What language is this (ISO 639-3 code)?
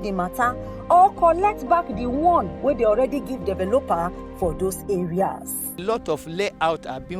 pcm